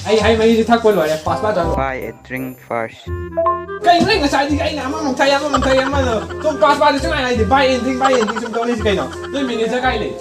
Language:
Manipuri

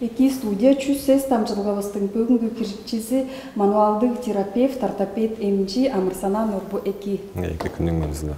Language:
Tuvinian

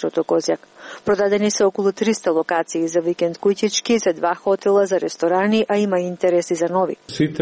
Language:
Macedonian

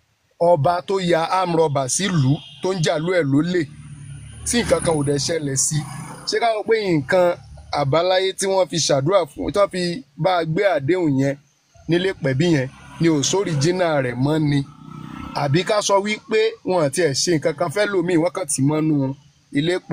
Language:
Yoruba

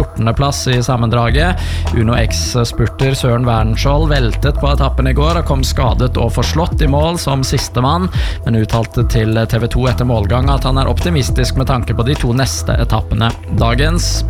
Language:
Norwegian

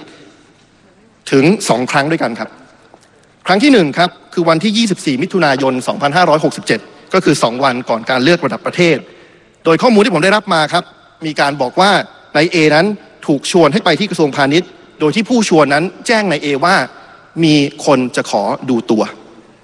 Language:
Thai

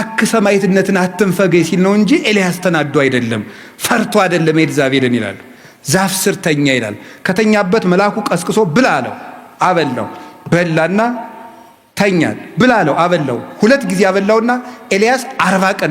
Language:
Amharic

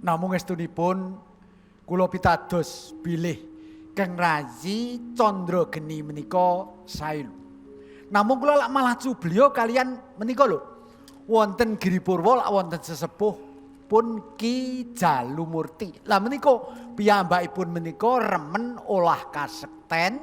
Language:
Javanese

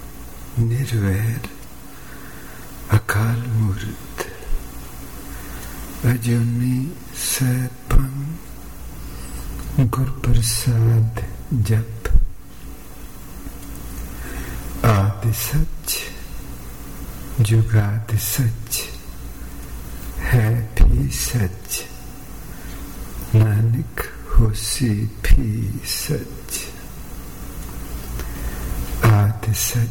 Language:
Punjabi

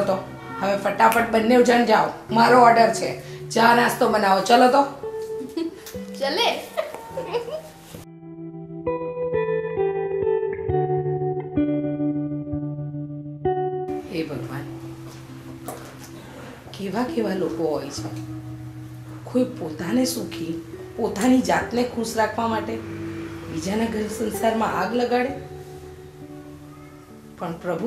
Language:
Gujarati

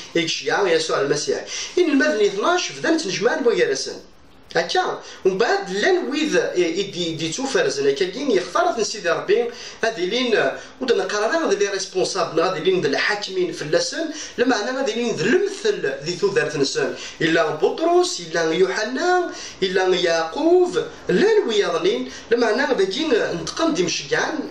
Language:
Kabyle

